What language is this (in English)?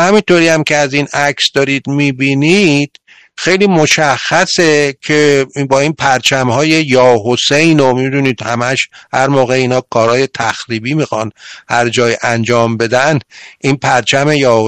Persian